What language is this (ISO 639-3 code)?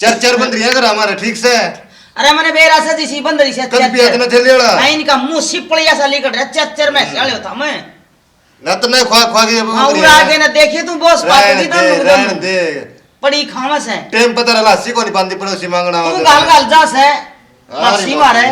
bgc